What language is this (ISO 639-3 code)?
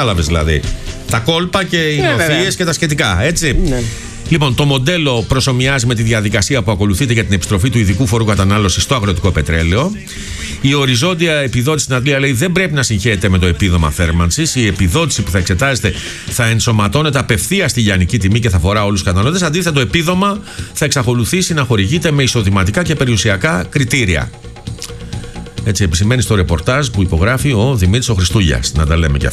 ell